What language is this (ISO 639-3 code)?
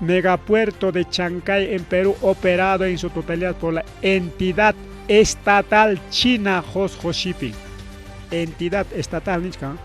quy